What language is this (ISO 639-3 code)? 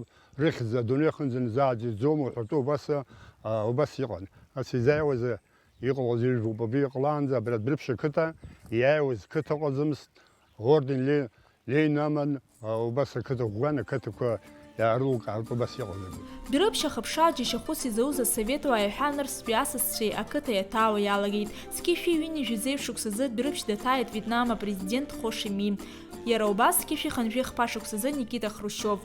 abk